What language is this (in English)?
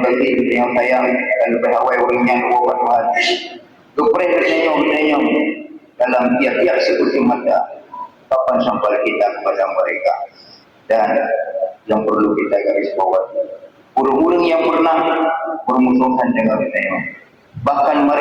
Achinese